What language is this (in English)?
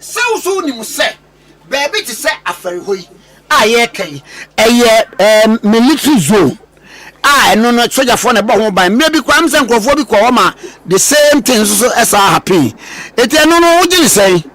Akan